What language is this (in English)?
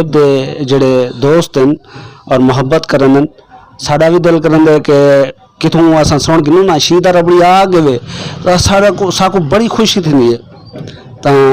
Saraiki